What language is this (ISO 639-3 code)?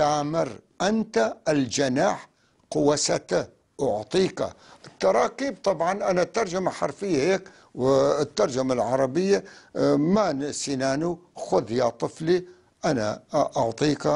apc